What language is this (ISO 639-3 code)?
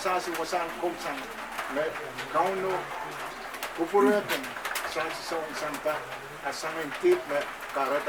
pon